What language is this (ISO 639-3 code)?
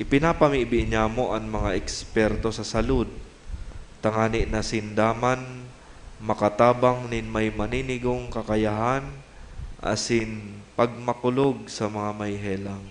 bik